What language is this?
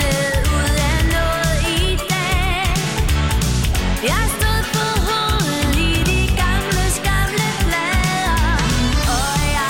Danish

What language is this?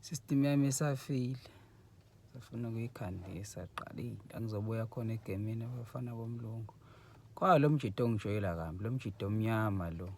Zulu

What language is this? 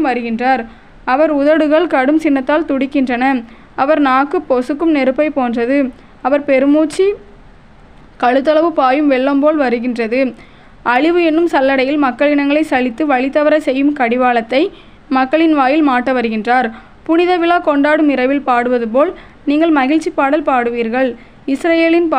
Tamil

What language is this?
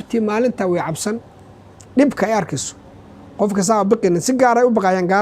Somali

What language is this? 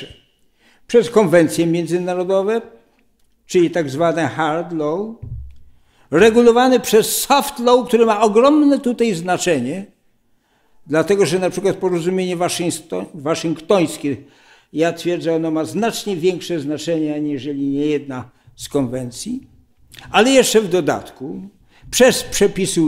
Polish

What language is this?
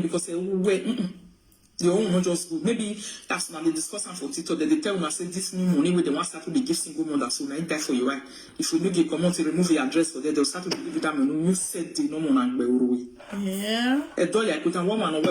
Nigerian Pidgin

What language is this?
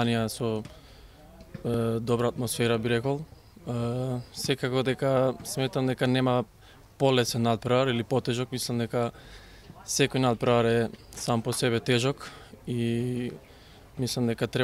Macedonian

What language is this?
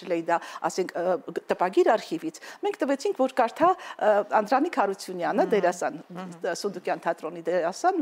Armenian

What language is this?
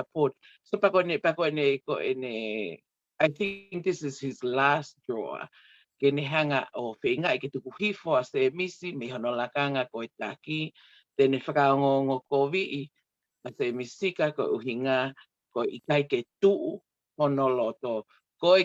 Tongan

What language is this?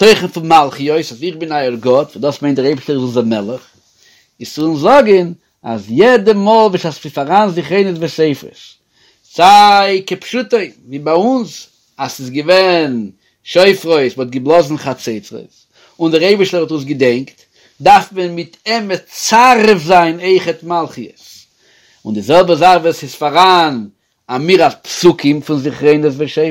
Yiddish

